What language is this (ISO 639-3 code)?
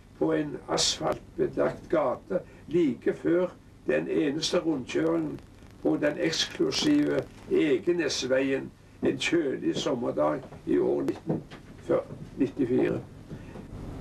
nor